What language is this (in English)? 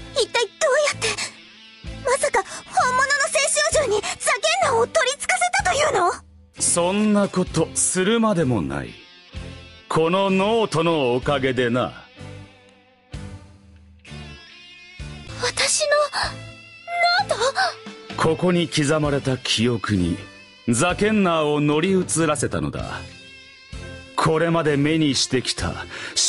Japanese